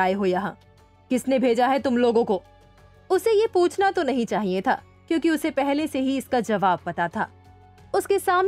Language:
Hindi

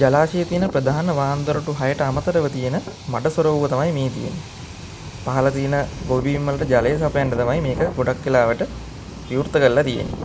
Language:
Sinhala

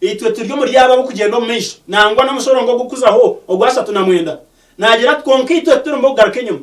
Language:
Nyankole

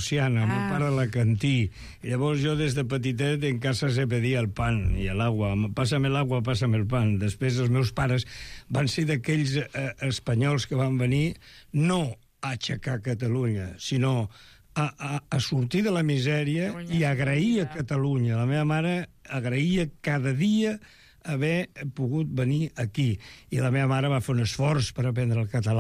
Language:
Catalan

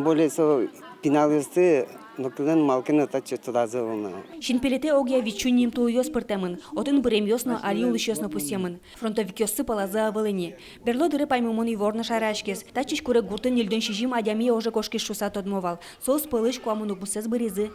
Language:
Udmurt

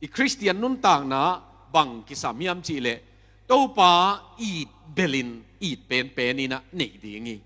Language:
Tedim Chin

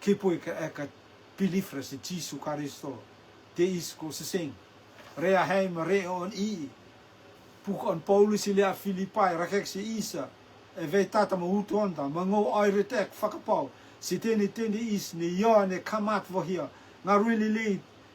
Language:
Rotuman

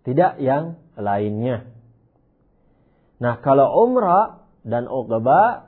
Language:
Indonesian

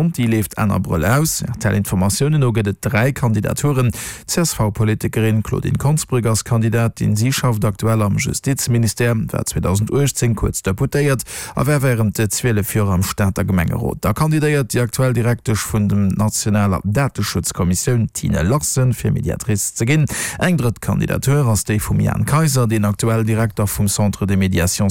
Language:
Luxembourgish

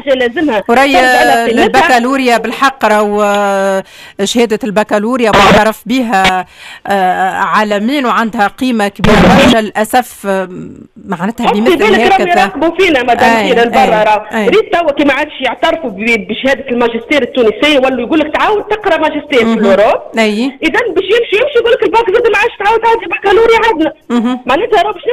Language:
Tunisian Arabic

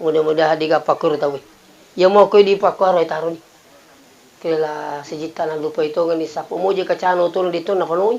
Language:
Buginese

